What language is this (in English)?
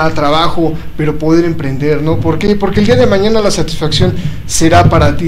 Spanish